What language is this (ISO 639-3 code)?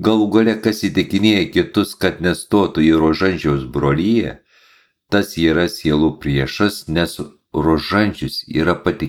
lit